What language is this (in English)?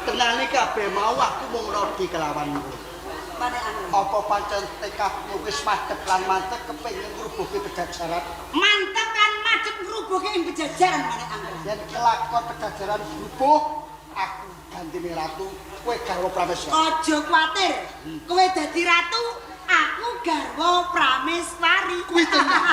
Javanese